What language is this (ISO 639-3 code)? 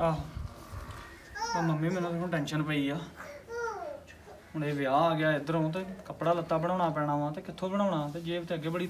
pan